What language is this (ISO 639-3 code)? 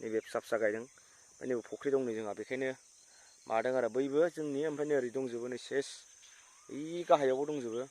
brx